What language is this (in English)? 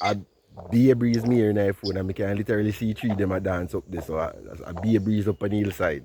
Jamaican Creole English